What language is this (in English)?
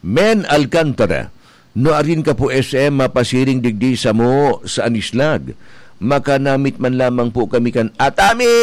Bikol